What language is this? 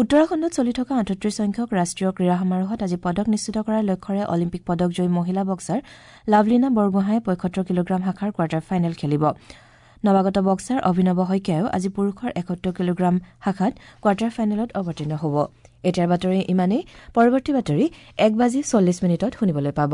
Assamese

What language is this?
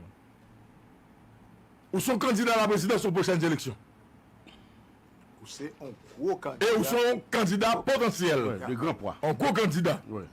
Haitian Creole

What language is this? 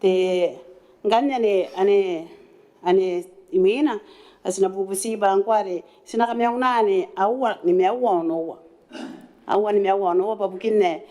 Gilbertese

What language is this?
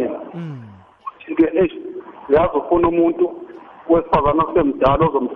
South Ndebele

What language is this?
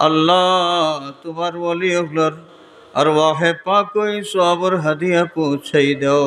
Sylheti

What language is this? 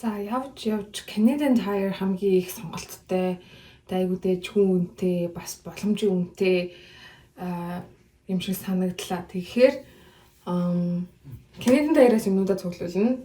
Mongolian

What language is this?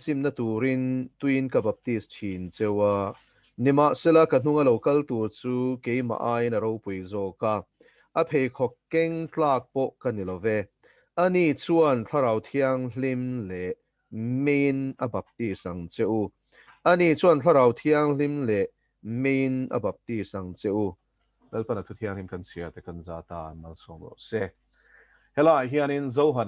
Mizo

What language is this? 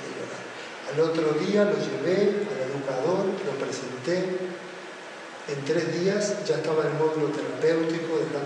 Spanish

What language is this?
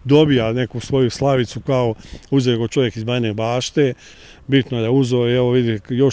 Serbian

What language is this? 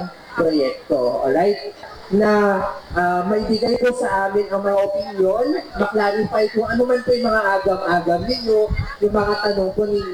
Filipino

